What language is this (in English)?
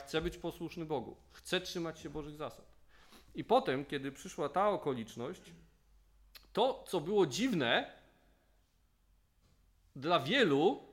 Polish